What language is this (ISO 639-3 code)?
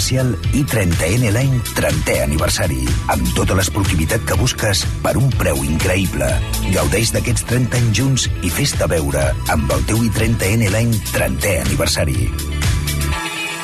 cat